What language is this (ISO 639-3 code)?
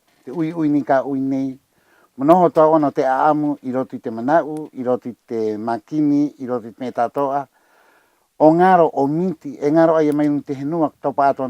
rap